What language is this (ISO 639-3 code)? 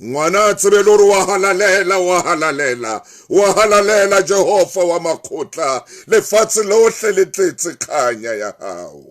sot